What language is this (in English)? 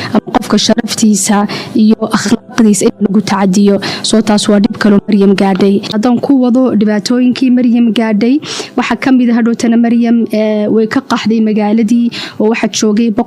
Somali